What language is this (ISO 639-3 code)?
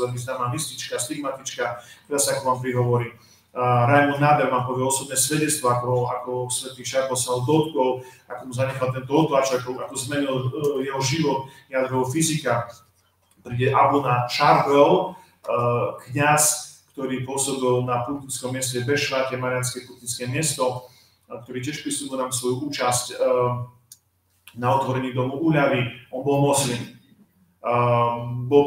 slk